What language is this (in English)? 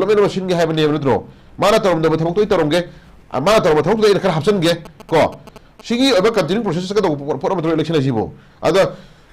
Manipuri